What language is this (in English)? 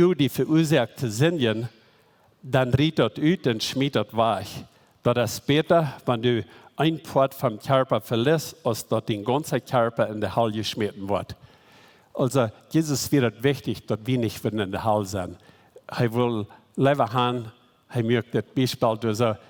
Plautdietsch